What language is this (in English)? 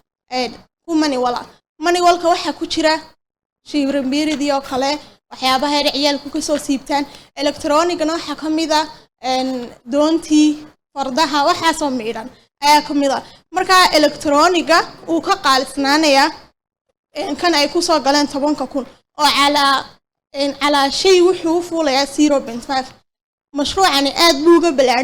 Somali